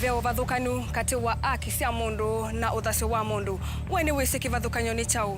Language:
Kamba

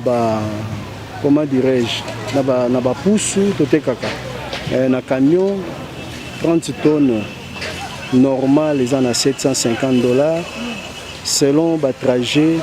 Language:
Lingala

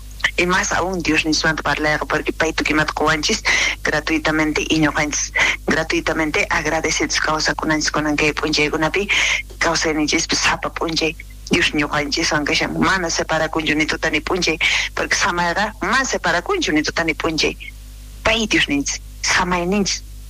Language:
South Bolivian Quechua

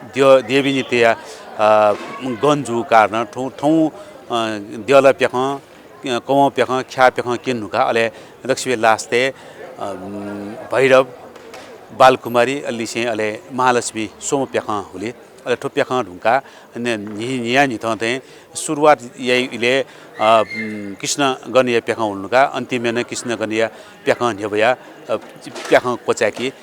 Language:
Newari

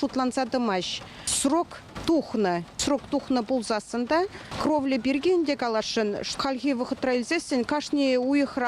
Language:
Chuvash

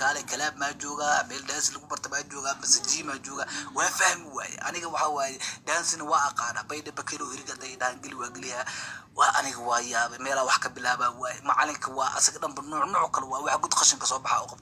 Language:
Somali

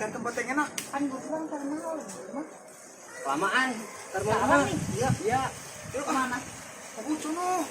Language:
Betawi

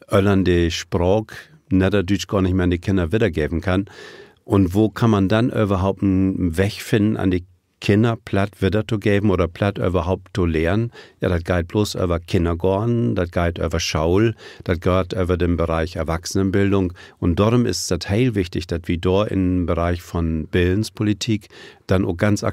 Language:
Low German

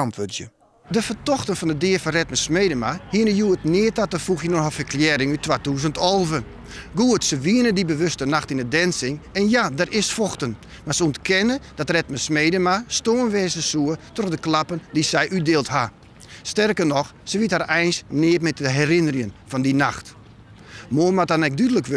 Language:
Western Frisian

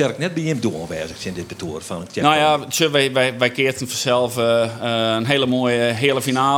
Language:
Western Frisian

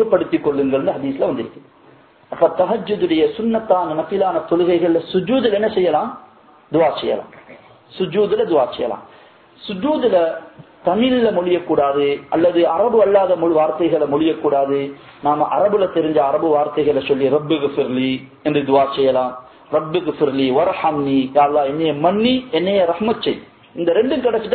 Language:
Tamil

